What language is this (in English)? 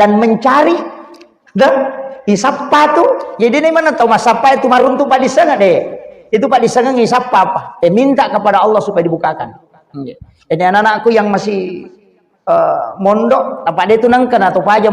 Buginese